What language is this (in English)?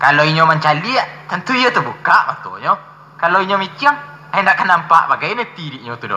Minangkabau